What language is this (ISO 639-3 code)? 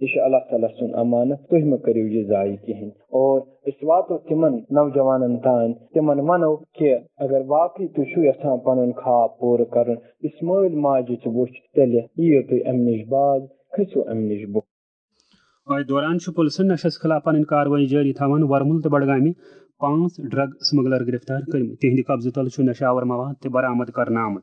kas